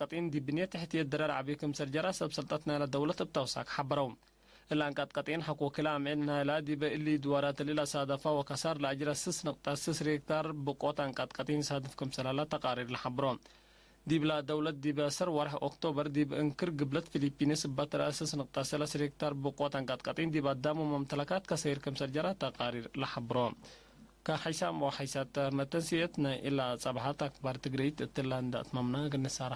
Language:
Tigre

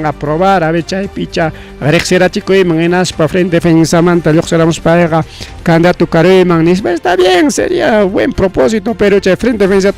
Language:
Ayacucho Quechua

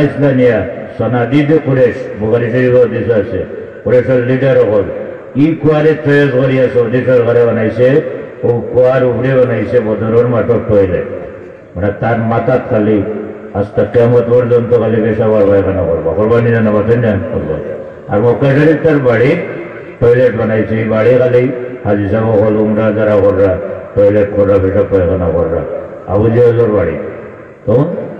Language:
Sylheti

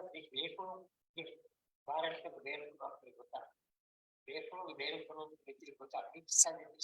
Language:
Divehi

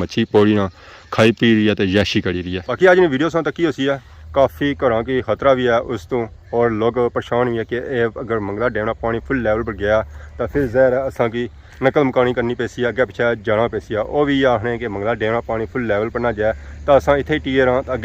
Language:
Pahari-Potwari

